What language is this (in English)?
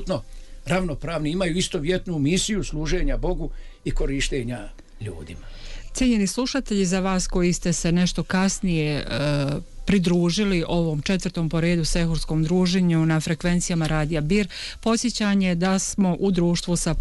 Bosnian